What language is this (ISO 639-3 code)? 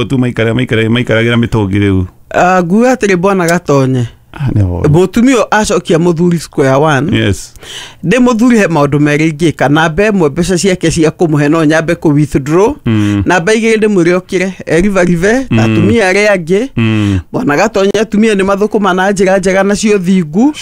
kik